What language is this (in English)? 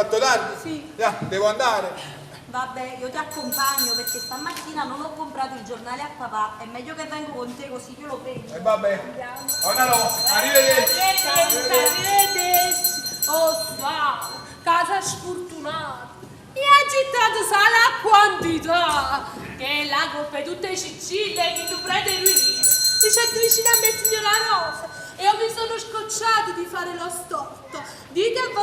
Neapolitan